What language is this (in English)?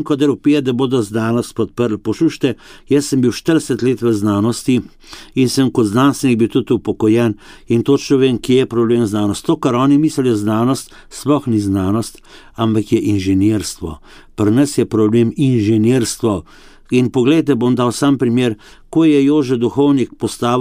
Slovenian